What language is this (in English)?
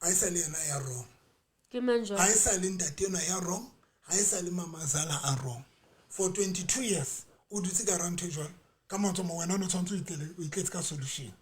Southern Sotho